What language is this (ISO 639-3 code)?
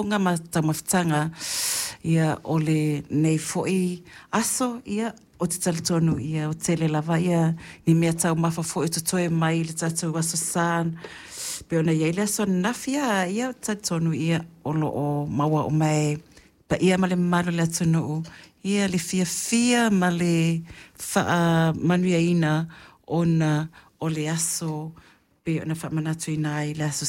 smo